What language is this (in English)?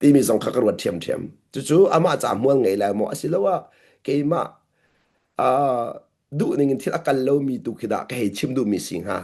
Hakha Chin